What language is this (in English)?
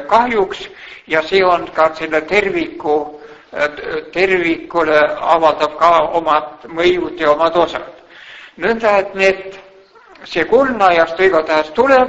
Estonian